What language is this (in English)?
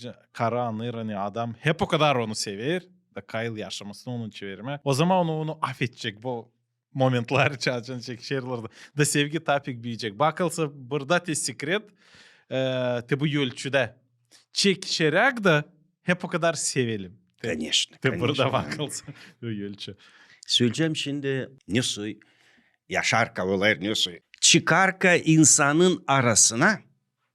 Gagauz